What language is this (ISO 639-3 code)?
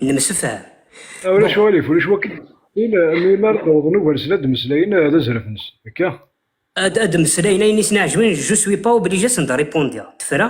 kab